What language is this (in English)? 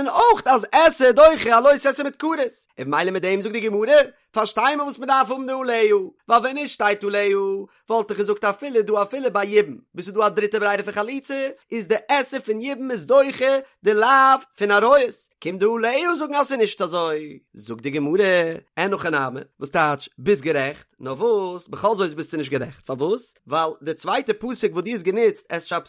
Yiddish